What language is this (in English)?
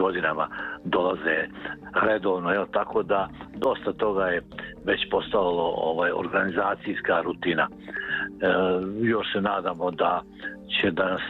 Serbian